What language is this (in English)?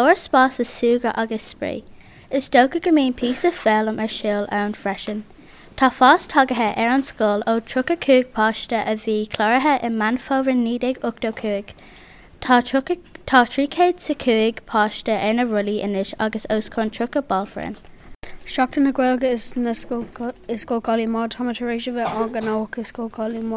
Irish